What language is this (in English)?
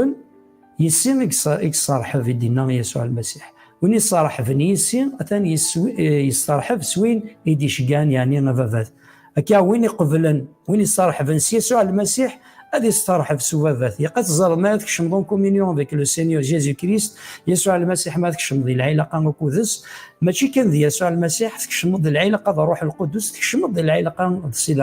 Kabyle